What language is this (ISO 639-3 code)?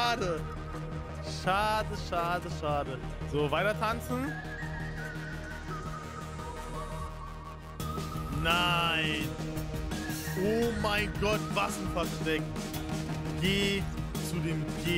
deu